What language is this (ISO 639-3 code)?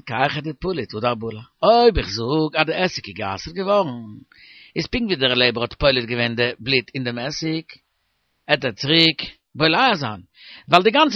yid